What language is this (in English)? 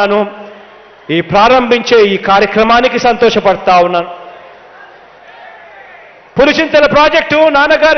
Telugu